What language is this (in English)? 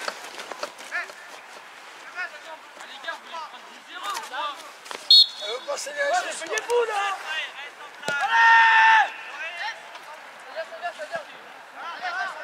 French